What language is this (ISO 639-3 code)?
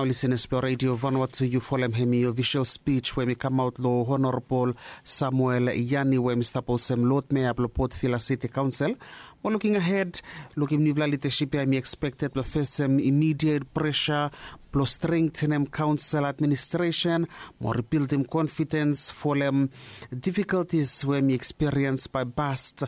bis